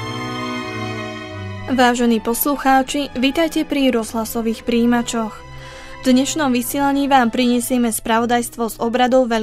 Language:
Slovak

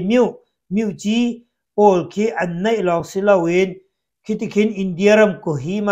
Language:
Hakha Chin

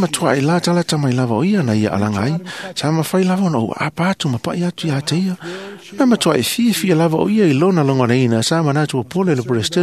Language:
Samoan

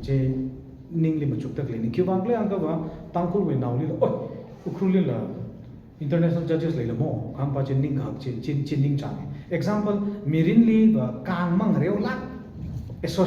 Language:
Tangkhul Naga (India)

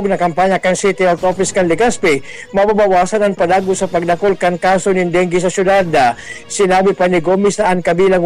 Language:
Bikol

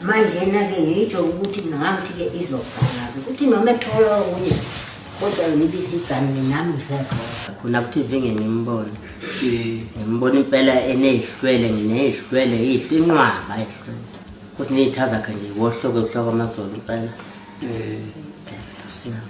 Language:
Zulu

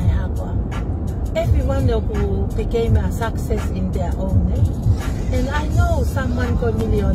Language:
Tongan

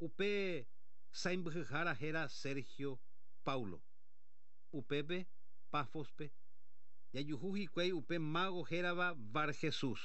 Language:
Guarani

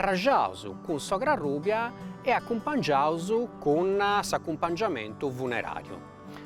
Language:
Sardinian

